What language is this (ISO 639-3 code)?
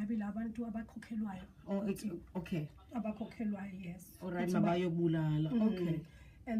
zul